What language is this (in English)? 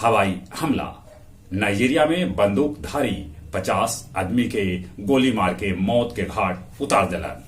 Magahi